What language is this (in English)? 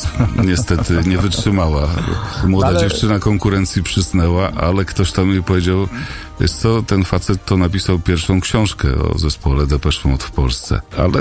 Polish